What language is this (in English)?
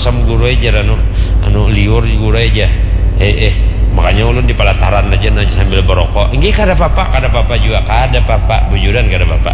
Banjar